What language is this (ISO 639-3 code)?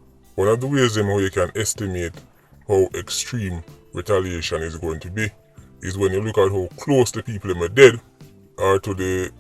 jam